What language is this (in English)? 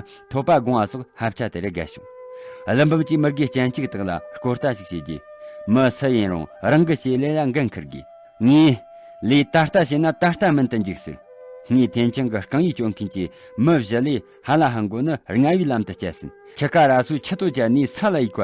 Tibetan